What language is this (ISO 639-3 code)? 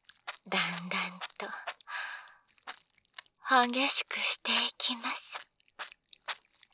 jpn